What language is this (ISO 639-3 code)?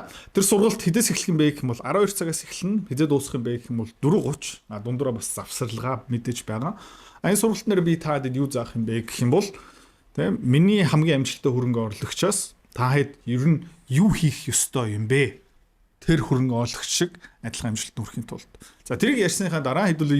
mon